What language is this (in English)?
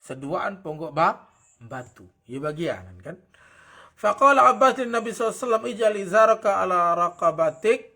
Sasak